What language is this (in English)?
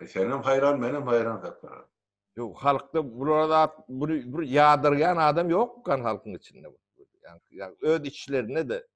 Turkmen